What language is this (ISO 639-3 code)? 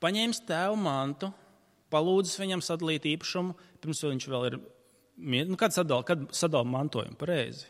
lav